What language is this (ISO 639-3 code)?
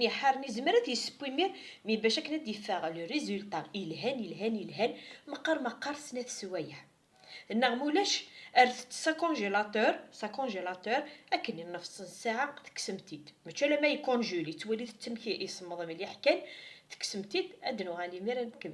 kab